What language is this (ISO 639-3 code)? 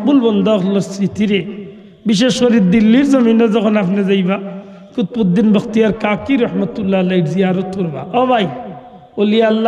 syl